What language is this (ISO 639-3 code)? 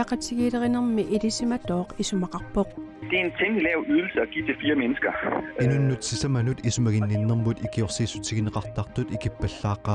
kal